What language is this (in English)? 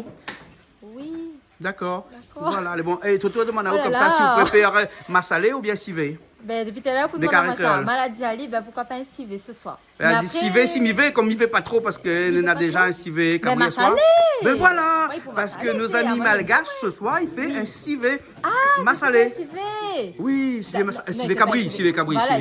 Réunion Creole French